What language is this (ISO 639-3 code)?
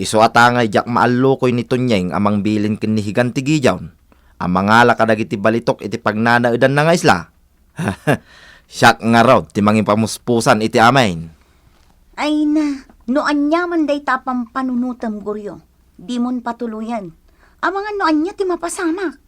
ilo